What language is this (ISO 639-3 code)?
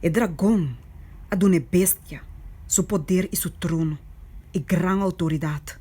pap